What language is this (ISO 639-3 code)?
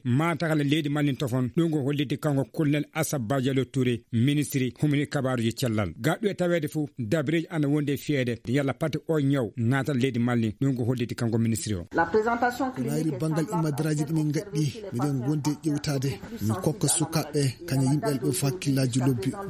ful